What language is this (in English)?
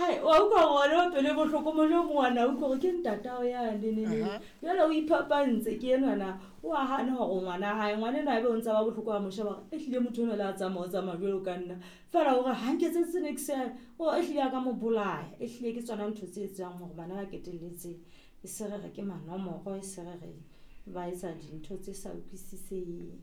Southern Sotho